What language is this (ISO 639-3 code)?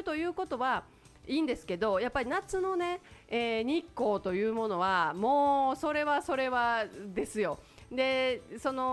jpn